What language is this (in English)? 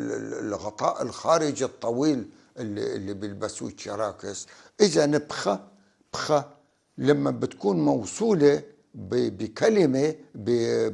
North Levantine Arabic